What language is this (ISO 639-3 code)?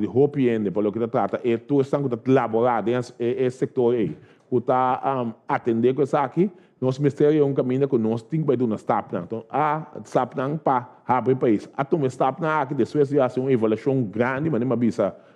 pap